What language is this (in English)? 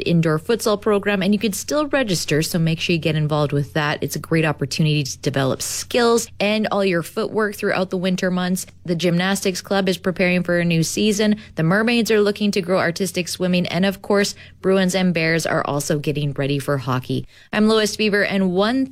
English